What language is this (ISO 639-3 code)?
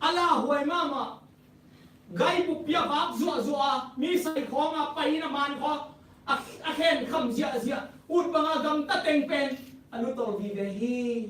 ctd